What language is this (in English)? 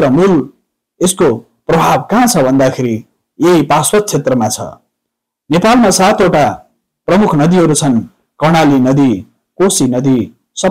Nepali